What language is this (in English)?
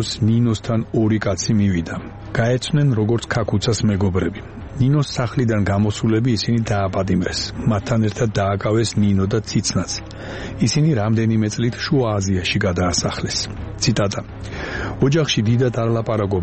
Georgian